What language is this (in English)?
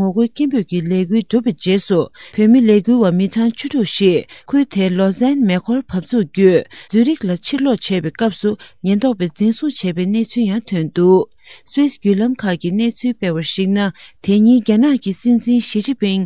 Tibetan